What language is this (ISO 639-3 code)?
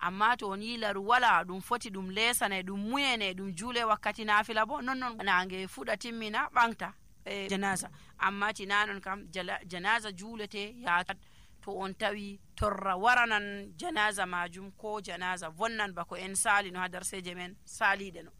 fuv